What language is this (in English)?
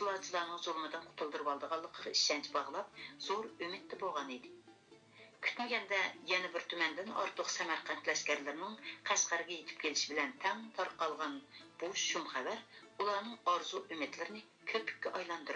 Uyghur